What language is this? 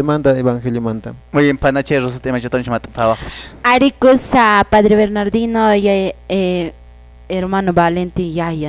Quechua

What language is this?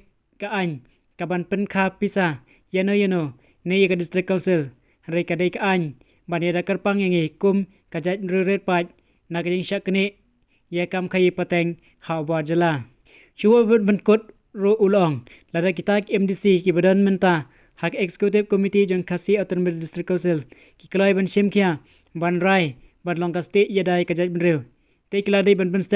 Khasi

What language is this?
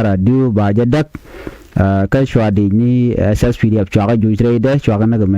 Nuer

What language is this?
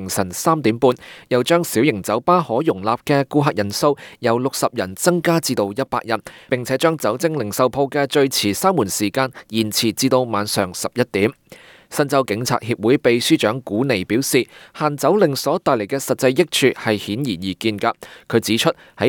Cantonese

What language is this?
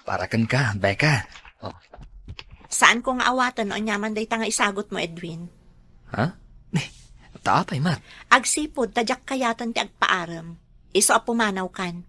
Iloko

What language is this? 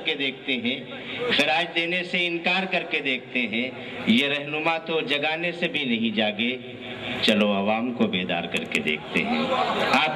Urdu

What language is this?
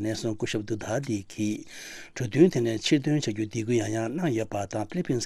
Tibetan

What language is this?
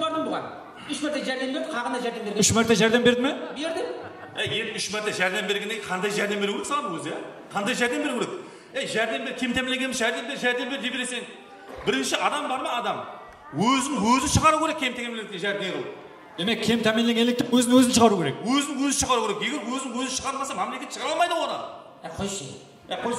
Kara-Kalpak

